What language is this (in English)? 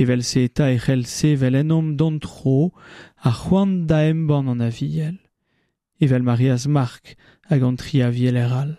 Breton